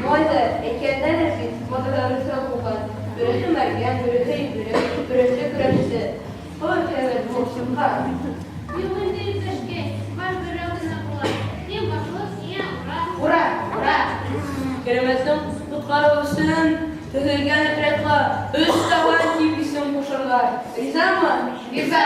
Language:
Bashkir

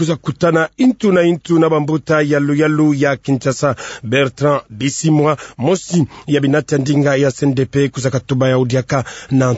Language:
Kituba (Democratic Republic of Congo)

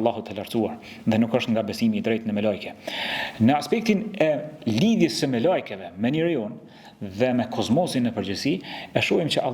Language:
Albanian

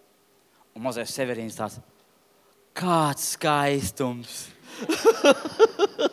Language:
Latvian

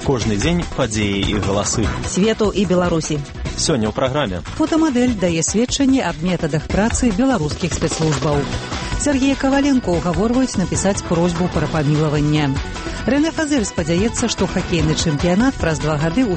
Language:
Belarusian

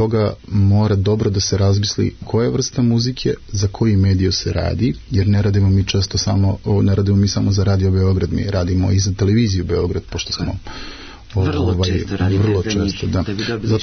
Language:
Serbian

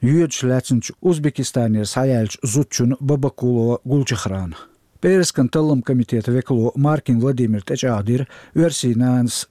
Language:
Chechen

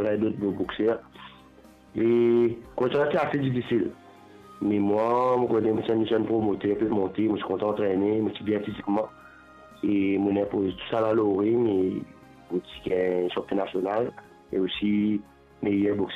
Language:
Morisyen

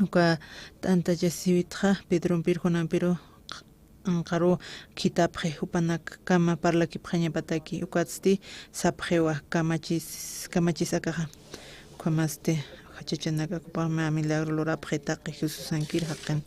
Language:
Aymara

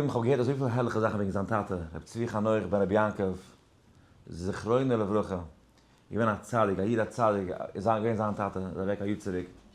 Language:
Yiddish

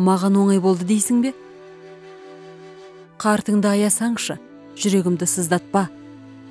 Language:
Kazakh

